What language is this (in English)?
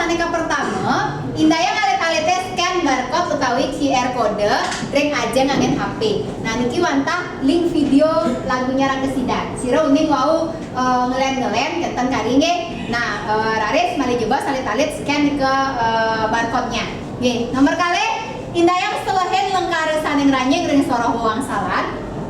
Balinese